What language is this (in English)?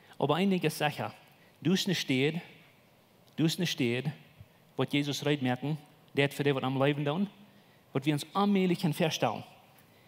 Plautdietsch